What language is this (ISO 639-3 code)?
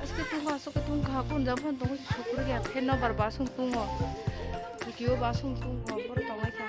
trp